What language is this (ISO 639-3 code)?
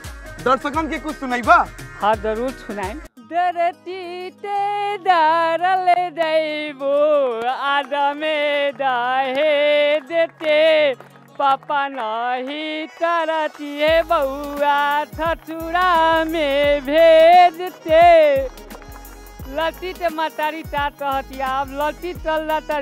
bho